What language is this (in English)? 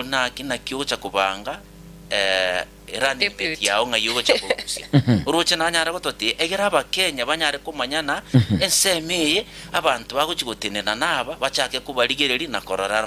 Gusii